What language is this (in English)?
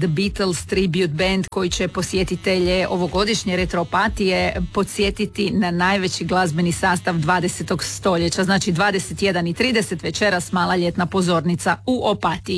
Croatian